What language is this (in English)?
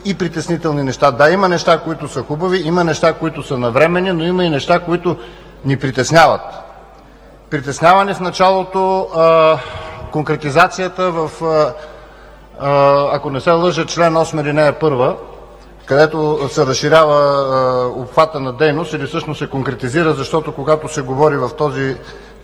Bulgarian